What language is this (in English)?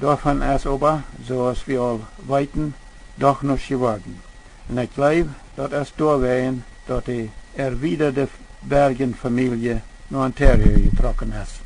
Plautdietsch